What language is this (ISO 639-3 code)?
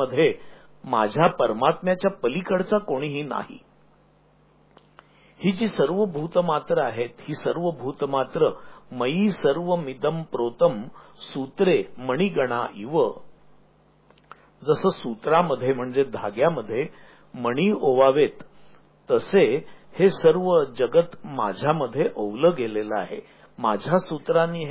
mar